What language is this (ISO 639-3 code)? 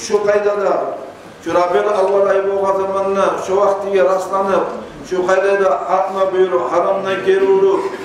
kum